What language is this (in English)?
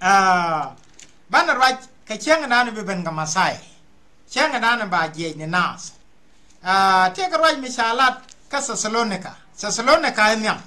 Nuer